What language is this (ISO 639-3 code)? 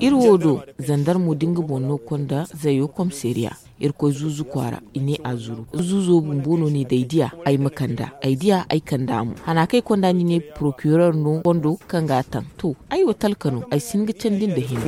dje